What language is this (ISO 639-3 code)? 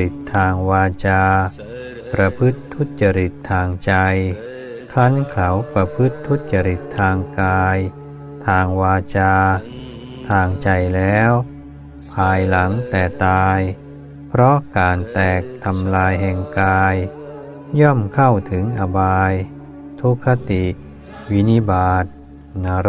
tha